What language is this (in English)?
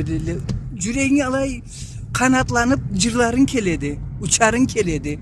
Karachay-Balkar